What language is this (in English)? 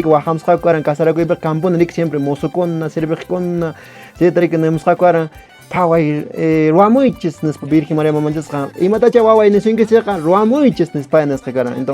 Quechua